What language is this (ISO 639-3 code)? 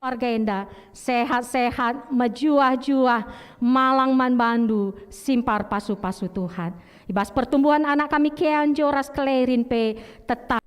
btx